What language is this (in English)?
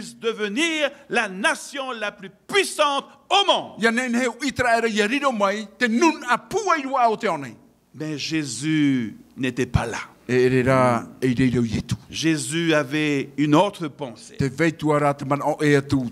Tahitian